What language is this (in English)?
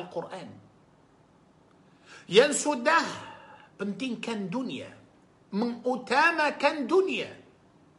Malay